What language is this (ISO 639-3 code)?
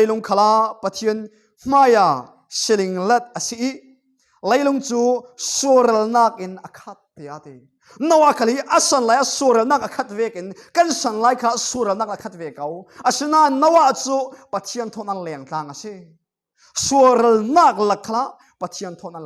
cfm